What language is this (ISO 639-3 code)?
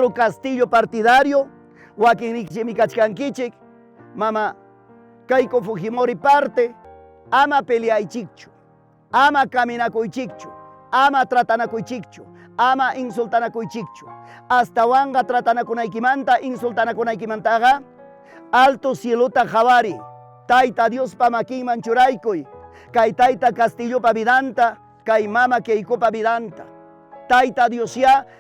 quy